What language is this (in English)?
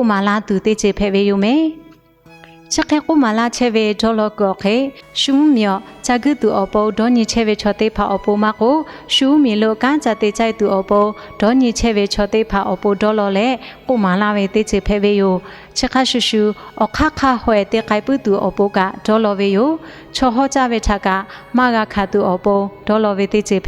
Lahu